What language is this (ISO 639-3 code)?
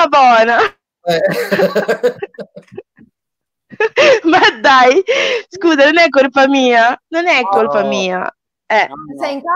ita